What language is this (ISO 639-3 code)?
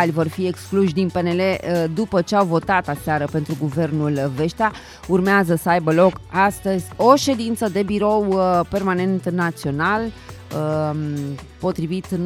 ron